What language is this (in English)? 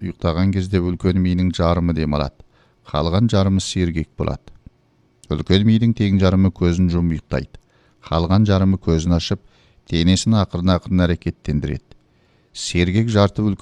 Kazakh